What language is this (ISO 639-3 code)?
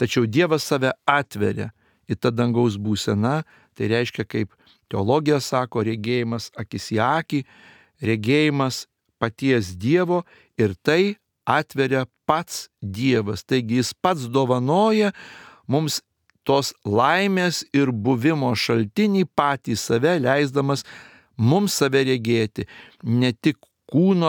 lit